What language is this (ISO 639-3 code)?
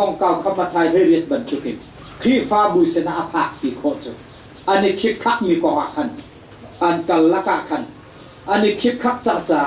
cnh